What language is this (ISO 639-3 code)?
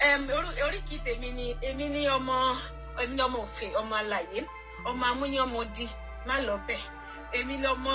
yor